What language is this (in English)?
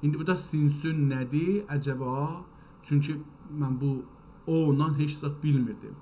South Azerbaijani